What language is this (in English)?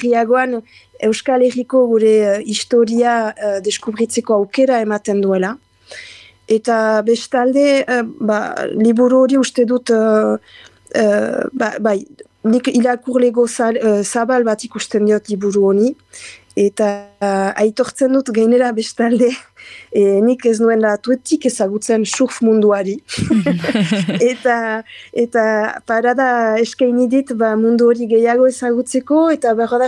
Basque